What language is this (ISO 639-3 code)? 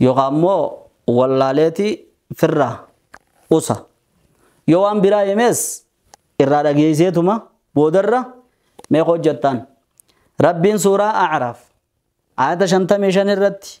orm